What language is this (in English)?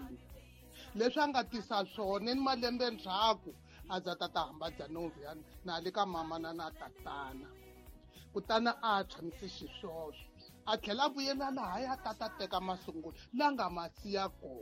Tsonga